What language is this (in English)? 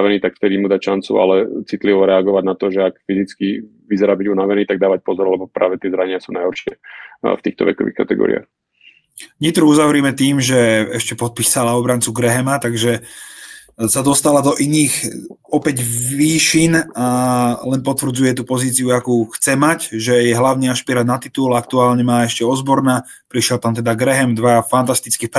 Slovak